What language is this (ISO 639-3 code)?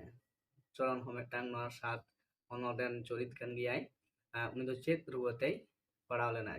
sat